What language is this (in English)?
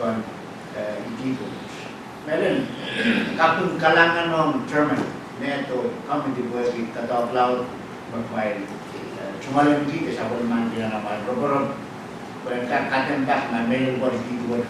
Pohnpeian